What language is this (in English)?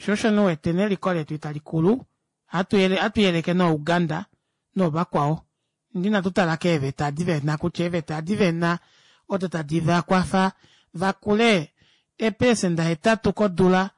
Kuanyama